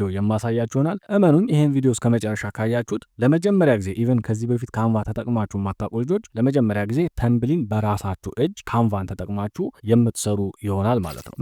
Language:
Amharic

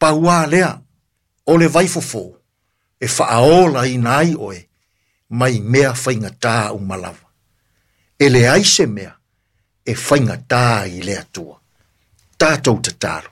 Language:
Samoan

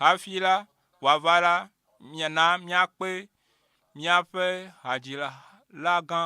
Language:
Ewe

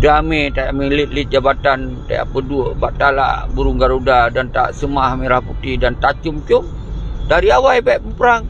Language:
Achinese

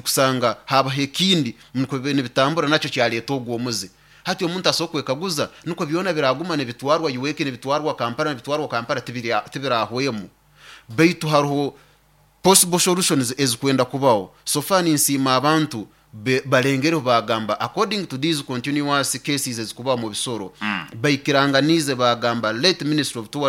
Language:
Nyoro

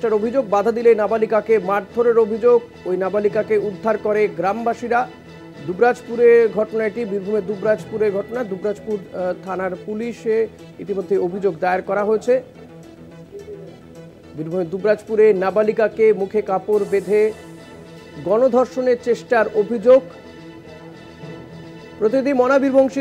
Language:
Bangla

